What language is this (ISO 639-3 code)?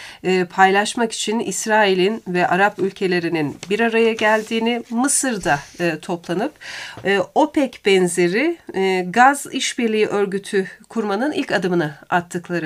tur